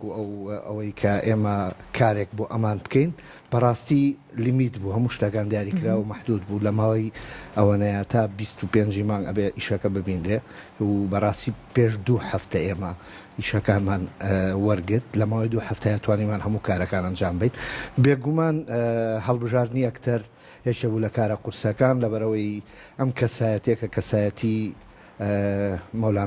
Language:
Central Kurdish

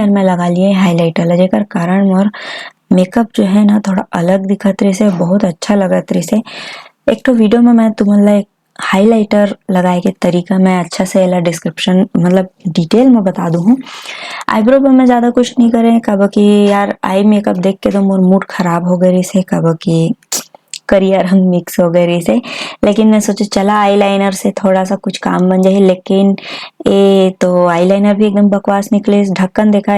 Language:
Chhattisgarhi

